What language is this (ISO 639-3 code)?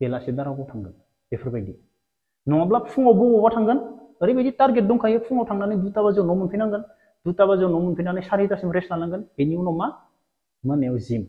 brx